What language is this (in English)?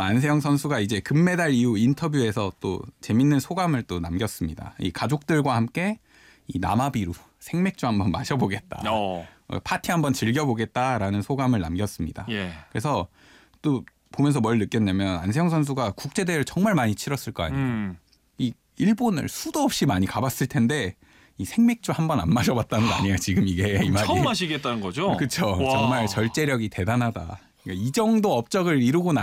Korean